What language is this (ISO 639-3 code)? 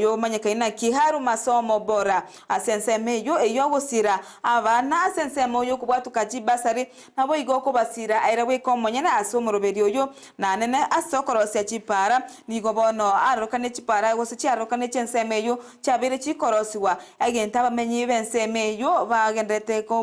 guz